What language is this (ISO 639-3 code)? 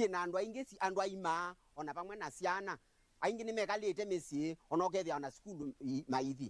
kam